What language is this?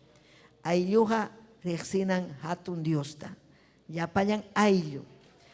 Ayacucho Quechua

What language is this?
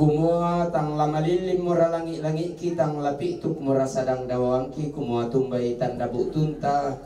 Toraja-Sa'dan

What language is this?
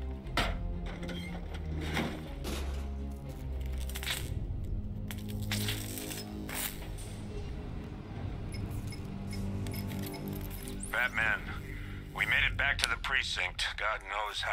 English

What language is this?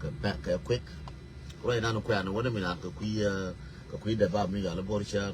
Nuer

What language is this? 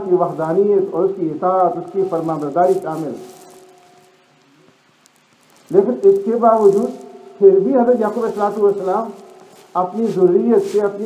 Urdu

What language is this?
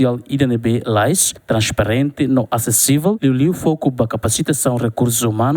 Tetum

